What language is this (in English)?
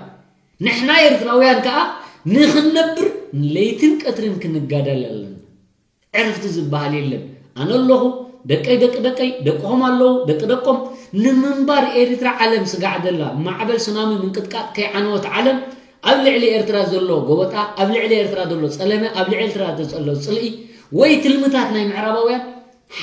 Tigrinya